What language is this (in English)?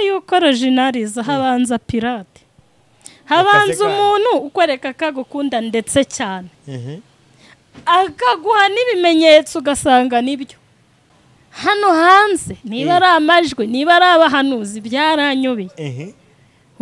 Kinyarwanda